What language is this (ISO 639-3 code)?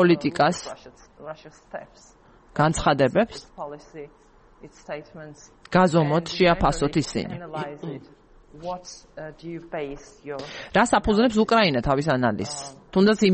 kat